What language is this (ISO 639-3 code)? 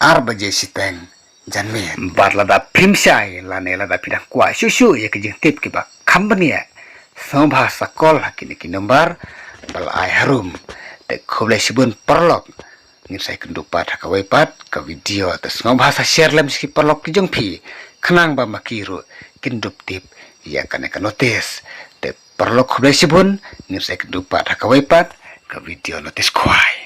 kha